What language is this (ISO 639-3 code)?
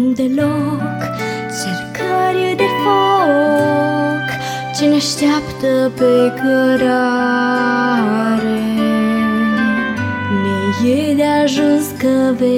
ron